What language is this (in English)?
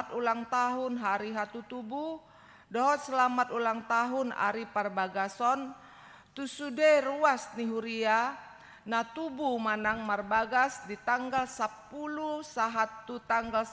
Batak Toba